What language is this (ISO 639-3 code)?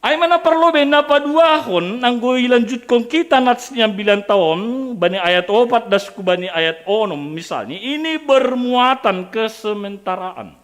bts